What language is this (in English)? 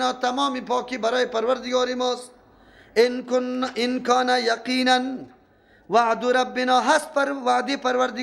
Persian